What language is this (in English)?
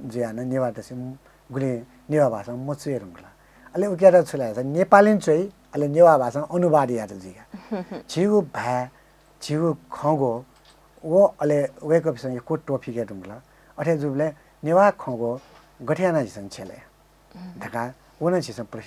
Newari